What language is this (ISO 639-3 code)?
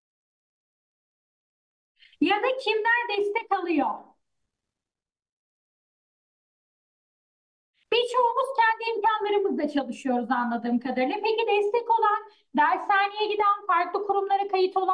tur